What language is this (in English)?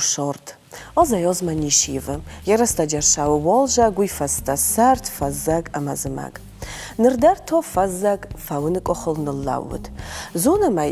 Ossetic